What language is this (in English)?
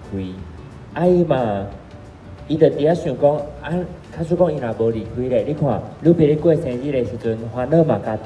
Min Nan Chinese